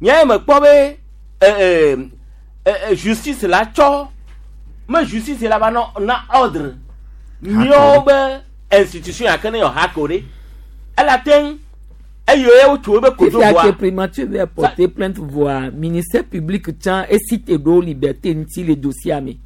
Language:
Gen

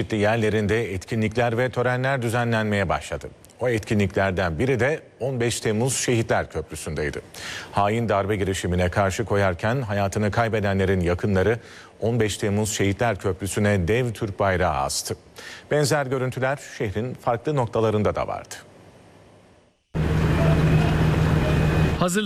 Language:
Turkish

